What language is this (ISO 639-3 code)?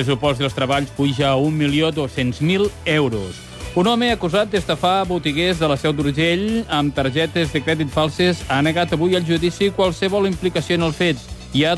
cat